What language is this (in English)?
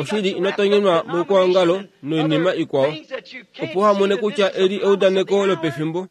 Kuanyama